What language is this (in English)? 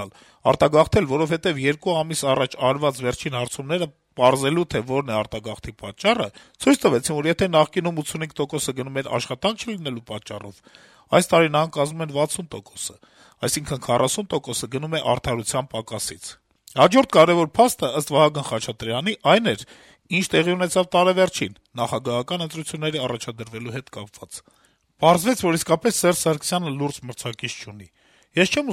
Armenian